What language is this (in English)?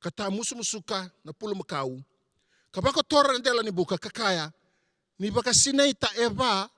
Fijian